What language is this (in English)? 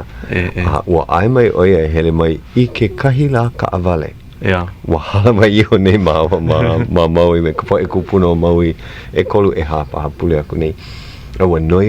Hawaiian